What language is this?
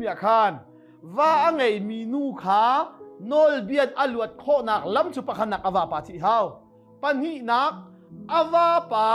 Hakha Chin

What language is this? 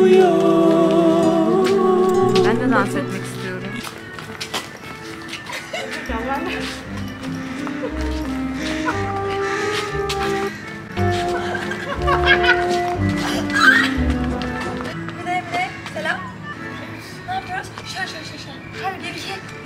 Turkish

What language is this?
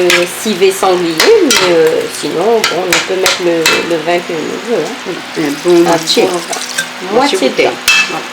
Réunion Creole French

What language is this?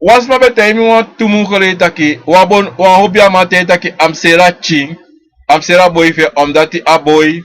Sranan Tongo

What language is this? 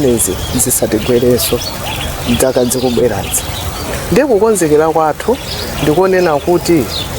Nyanja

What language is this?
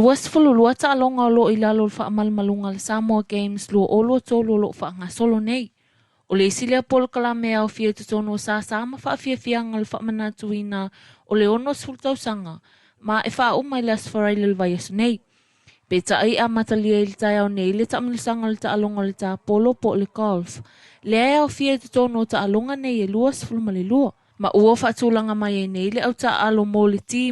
Samoan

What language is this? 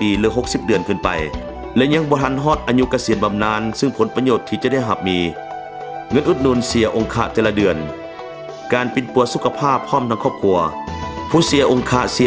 Lao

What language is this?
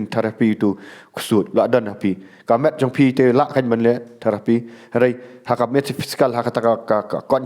Khasi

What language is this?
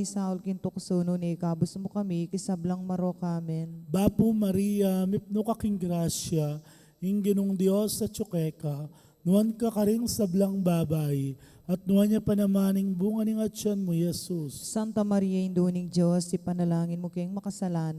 Pampanga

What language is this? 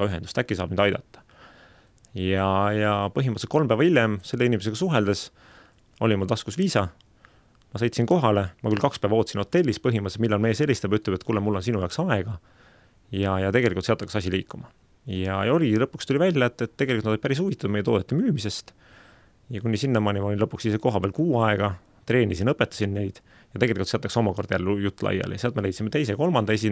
Estonian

